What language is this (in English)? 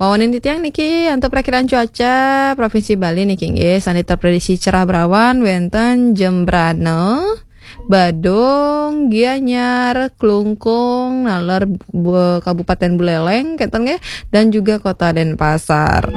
Balinese